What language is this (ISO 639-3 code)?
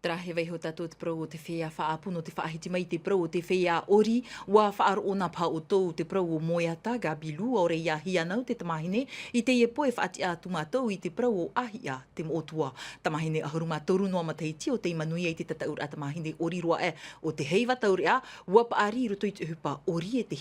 tah